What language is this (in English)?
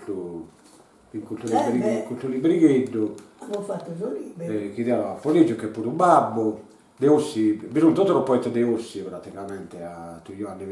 Sardinian